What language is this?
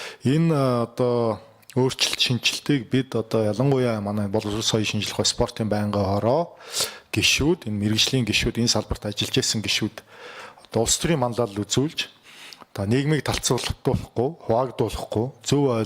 Mongolian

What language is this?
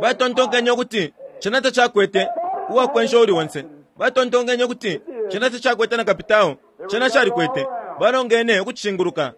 Bemba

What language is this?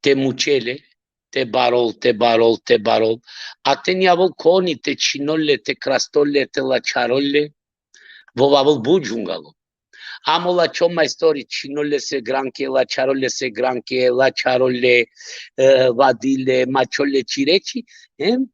Balkan Romani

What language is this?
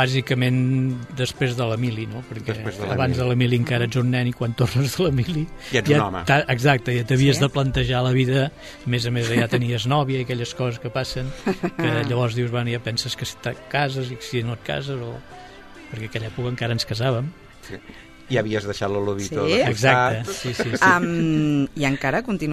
Catalan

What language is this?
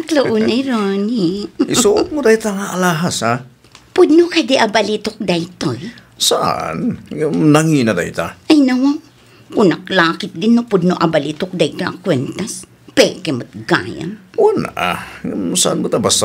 Iloko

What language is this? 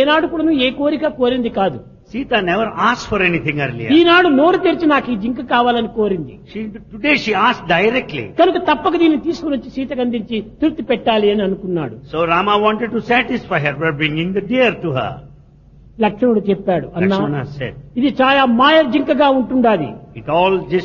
Telugu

